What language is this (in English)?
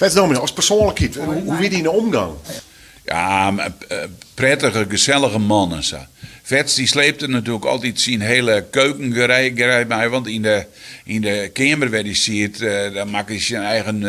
Western Frisian